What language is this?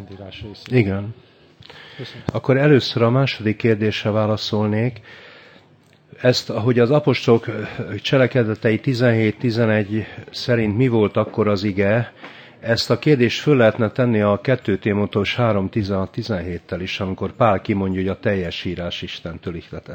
Hungarian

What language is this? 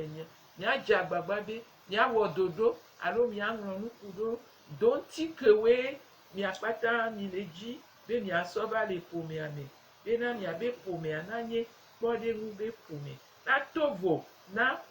Gen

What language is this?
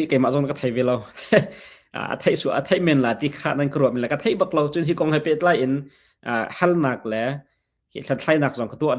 Hakha Chin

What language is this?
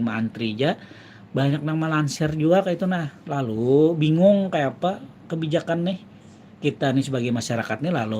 Banjar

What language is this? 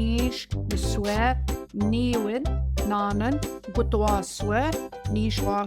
Central Ojibwa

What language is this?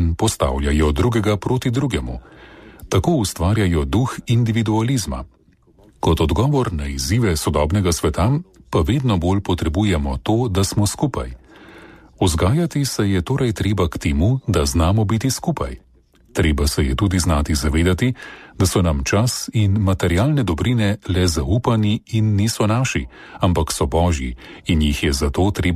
Slovenian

